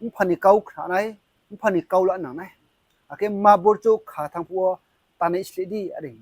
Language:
Riang (India)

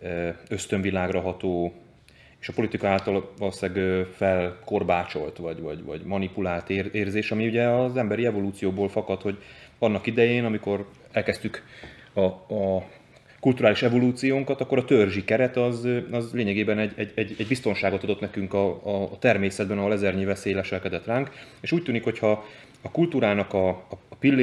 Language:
Hungarian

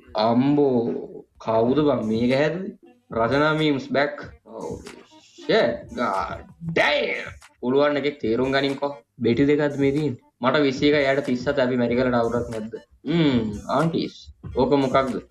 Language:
Sinhala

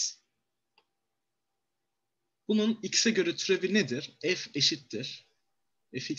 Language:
Turkish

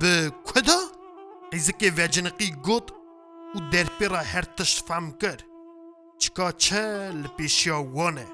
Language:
Kurdish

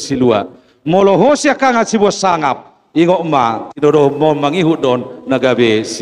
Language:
Batak Toba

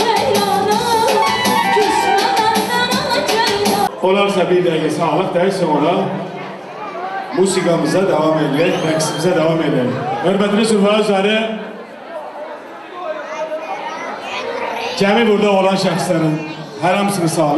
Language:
Azerbaijani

